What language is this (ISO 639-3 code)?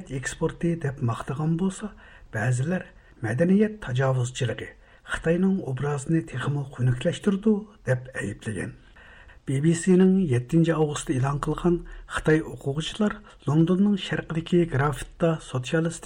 uig